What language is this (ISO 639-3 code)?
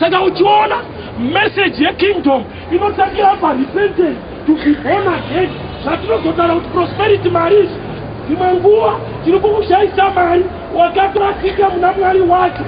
sna